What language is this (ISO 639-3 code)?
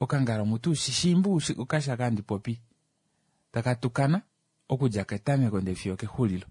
kua